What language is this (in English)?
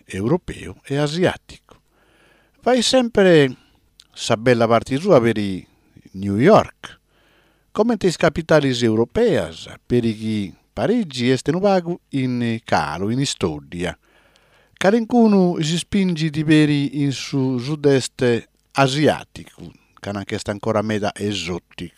Sardinian